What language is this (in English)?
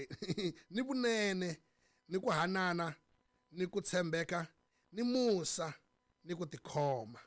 Tsonga